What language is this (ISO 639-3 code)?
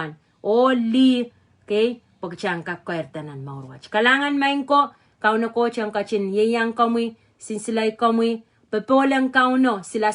pon